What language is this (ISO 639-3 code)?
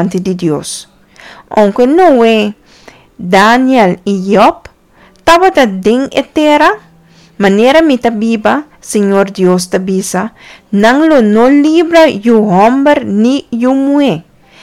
pap